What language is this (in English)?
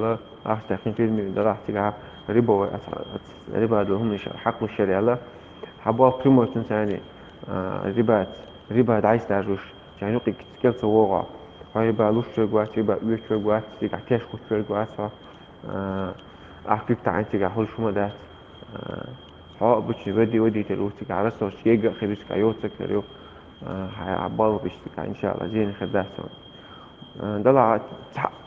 Chechen